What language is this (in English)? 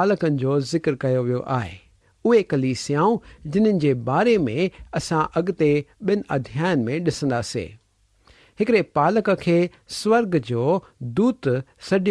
Sindhi